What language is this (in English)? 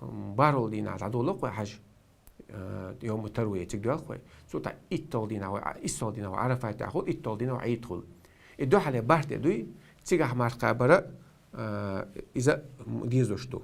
Chechen